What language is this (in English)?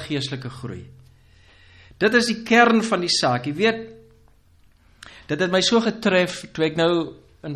Afrikaans